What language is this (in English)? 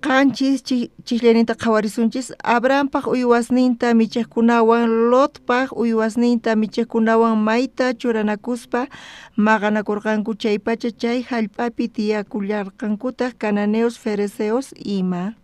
South Bolivian Quechua